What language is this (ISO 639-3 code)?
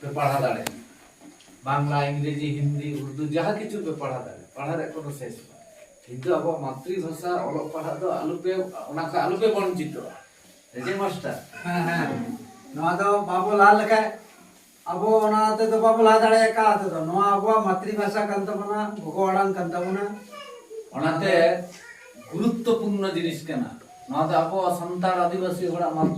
sat